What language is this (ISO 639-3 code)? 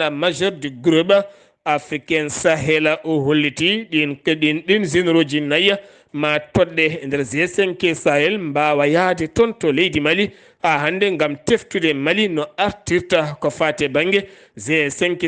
ful